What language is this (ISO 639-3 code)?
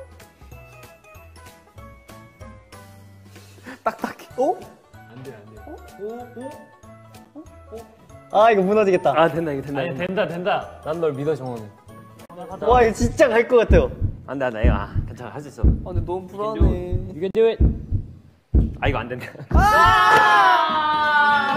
kor